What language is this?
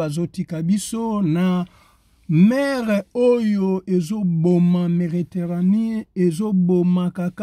Lingala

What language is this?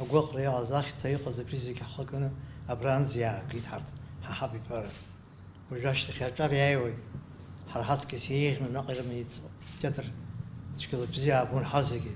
Abkhazian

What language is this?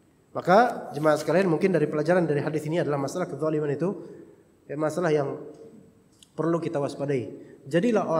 Indonesian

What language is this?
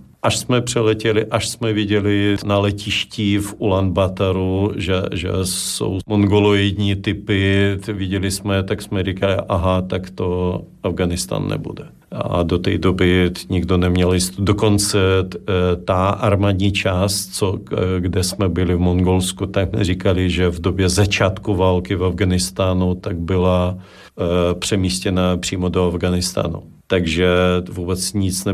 Czech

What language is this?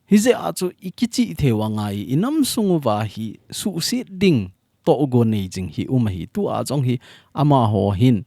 Thado Chin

